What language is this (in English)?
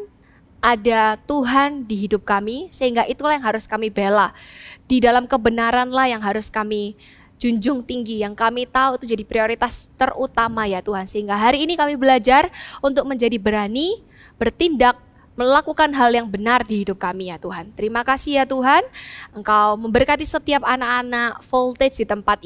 Indonesian